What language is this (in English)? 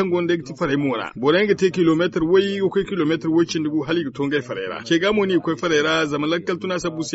Zarma